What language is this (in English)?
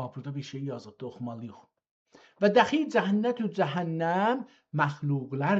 South Azerbaijani